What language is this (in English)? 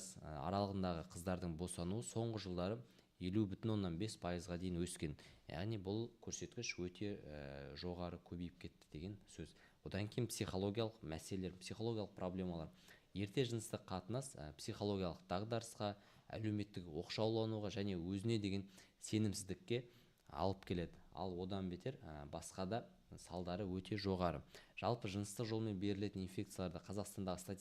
Kazakh